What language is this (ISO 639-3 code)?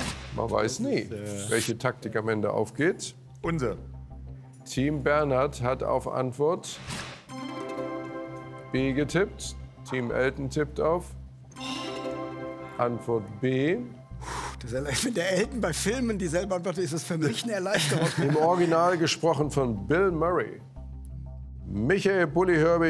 deu